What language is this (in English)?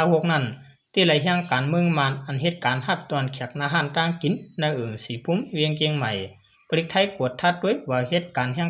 Shan